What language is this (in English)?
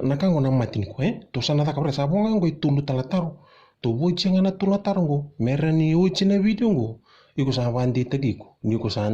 Fijian